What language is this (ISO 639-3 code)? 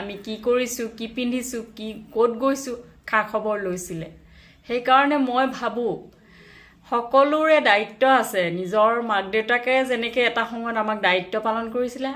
asm